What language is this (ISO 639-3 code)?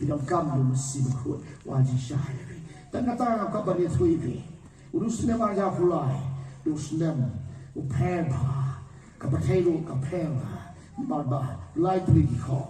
kha